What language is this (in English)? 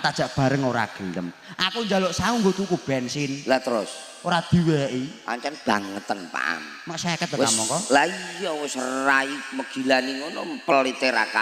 Javanese